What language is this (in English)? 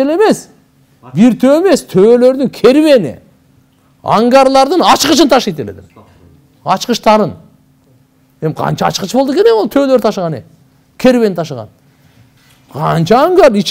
Kyrgyz